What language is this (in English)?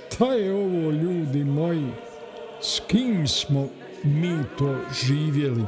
Bosnian